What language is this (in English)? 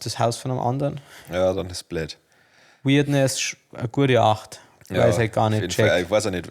Bavarian